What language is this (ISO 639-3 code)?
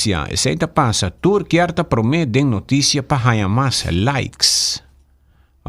pap